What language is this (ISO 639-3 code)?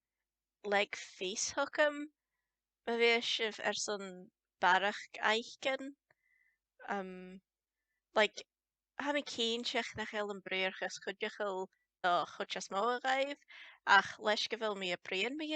gla